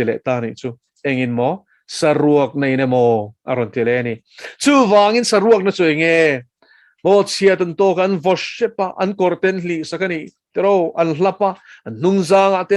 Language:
Mizo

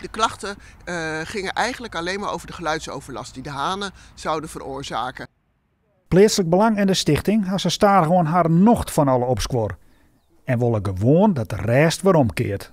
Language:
Western Frisian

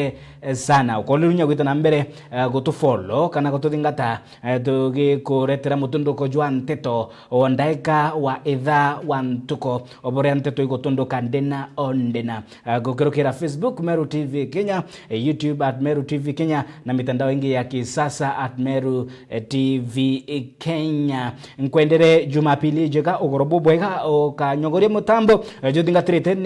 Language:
Meru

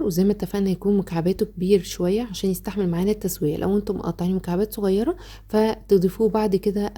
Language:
Egyptian Arabic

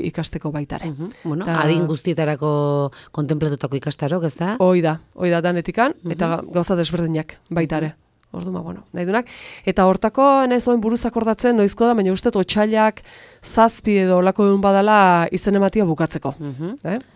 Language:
Basque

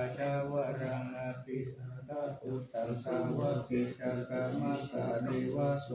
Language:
Pali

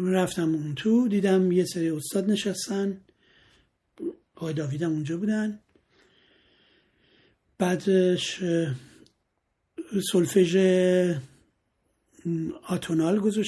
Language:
Persian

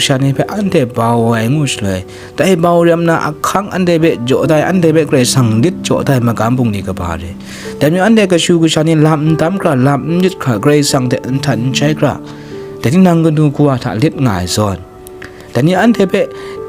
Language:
Kachin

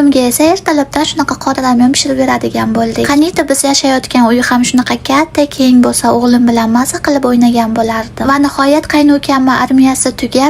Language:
Uzbek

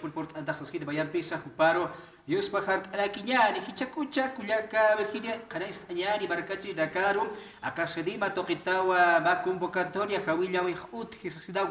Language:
Aymara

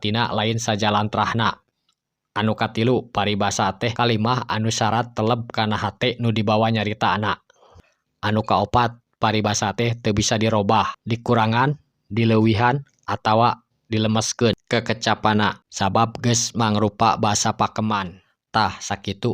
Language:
Sundanese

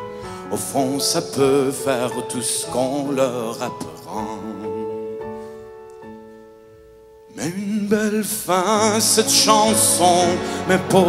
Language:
French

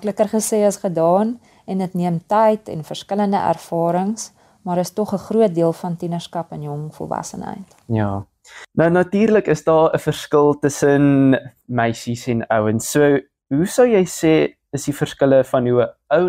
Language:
Afrikaans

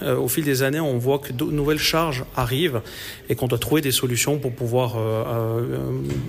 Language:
French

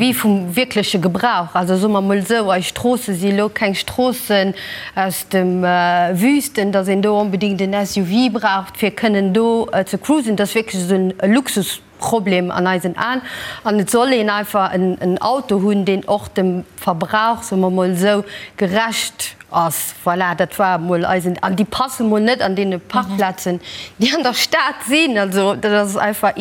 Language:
Luxembourgish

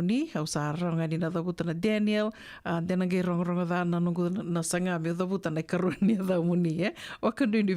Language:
Fijian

